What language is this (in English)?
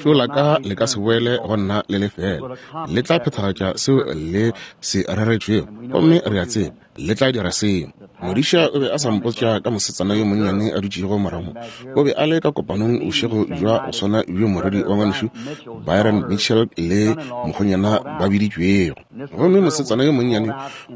Northern Sotho